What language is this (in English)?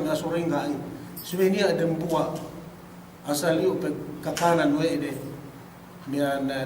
Yakan